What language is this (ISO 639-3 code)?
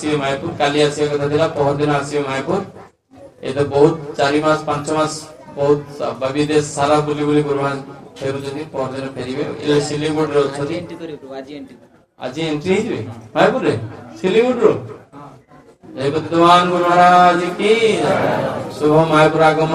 ori